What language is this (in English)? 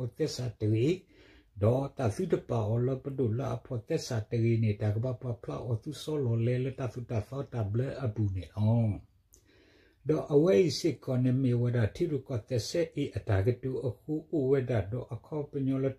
S'gaw Karen